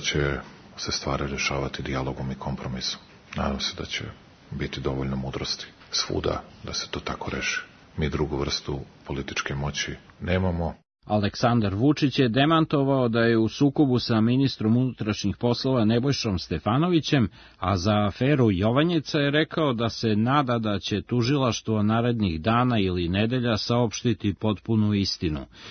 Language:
Serbian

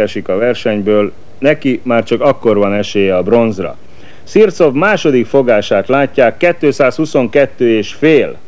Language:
Hungarian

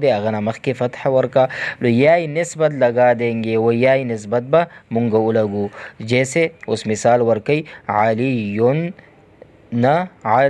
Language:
Pashto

